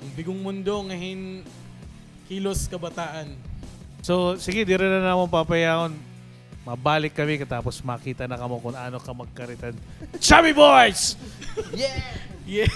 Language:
Waray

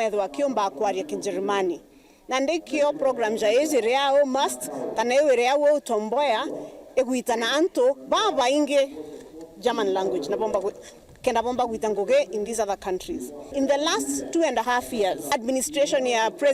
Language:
Meru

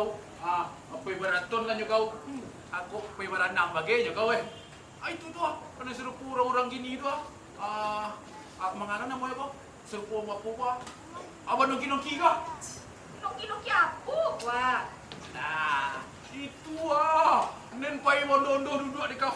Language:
Minangkabau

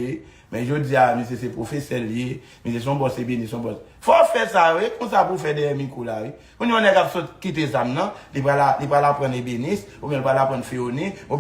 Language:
Haitian Creole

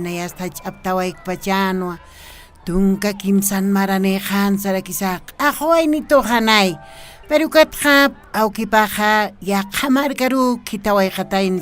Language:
Aymara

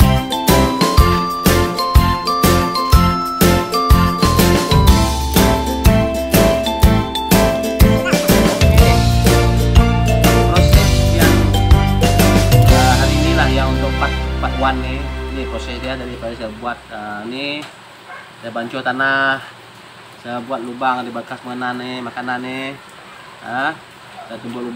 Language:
Malay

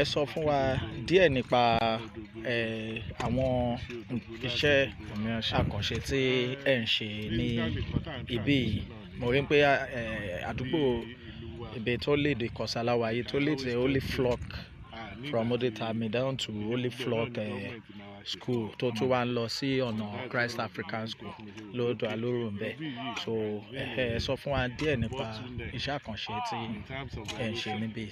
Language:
Yoruba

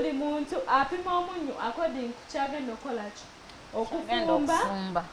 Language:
Ganda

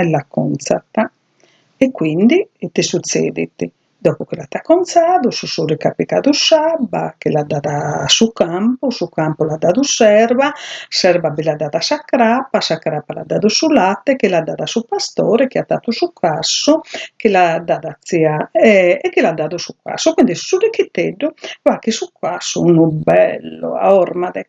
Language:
Sardinian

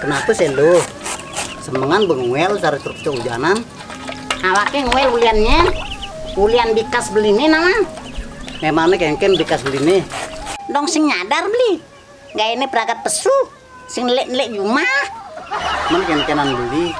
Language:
Balinese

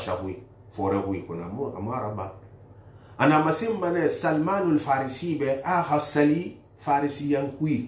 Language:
Susu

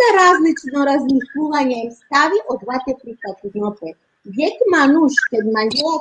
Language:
Balkan Romani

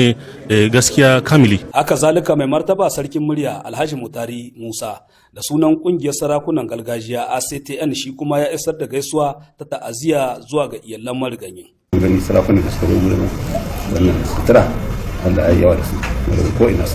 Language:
Hausa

